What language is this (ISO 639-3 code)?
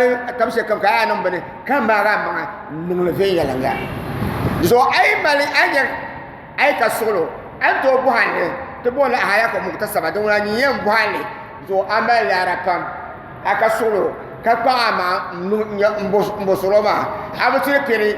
dag